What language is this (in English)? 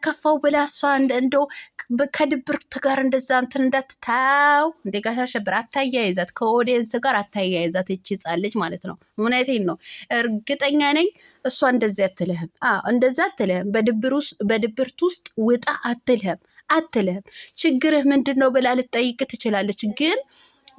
Amharic